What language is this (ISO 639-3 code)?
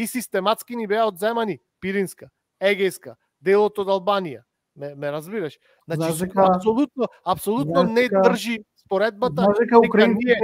mkd